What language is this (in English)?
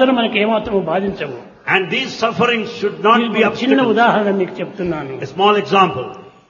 Telugu